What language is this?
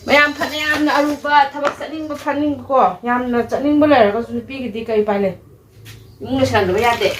Manipuri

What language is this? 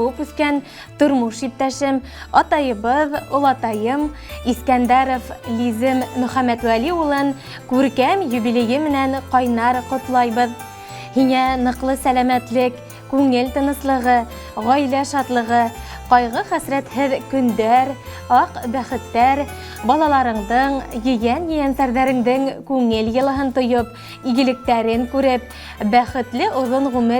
Bashkir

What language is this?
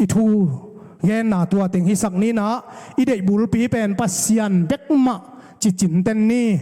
Tedim Chin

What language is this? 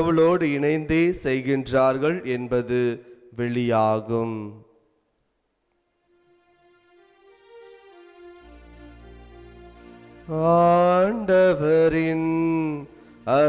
Tamil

